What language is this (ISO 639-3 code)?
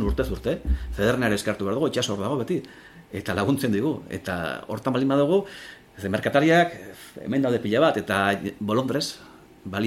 eus